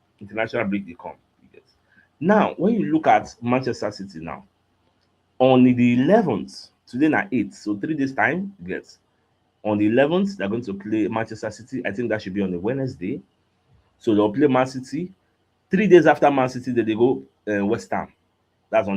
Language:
Nigerian Pidgin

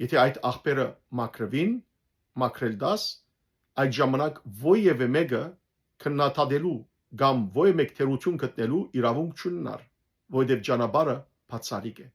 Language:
Western Armenian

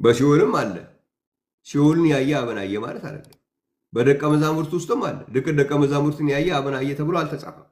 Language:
Amharic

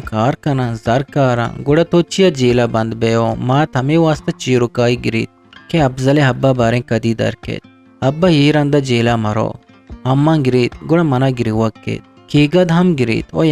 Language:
Eastern Balochi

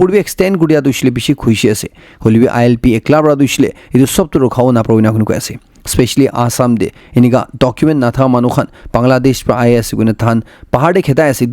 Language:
Naga Pidgin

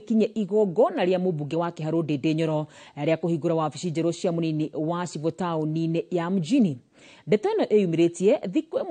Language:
Kikuyu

